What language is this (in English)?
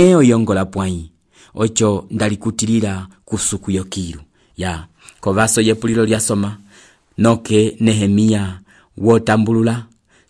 Umbundu